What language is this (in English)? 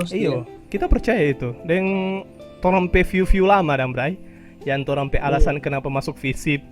Manado Malay